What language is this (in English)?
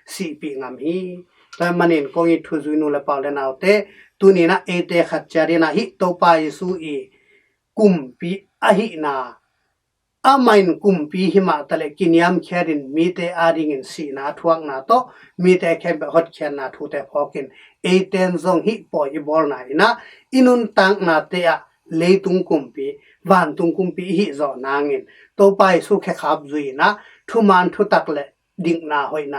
Tedim Chin